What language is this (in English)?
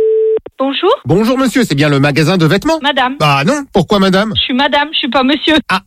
French